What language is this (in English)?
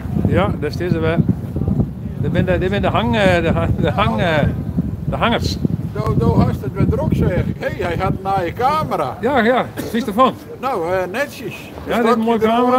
Western Frisian